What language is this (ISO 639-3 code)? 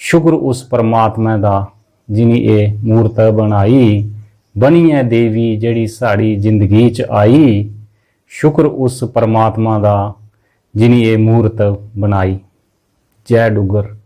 doi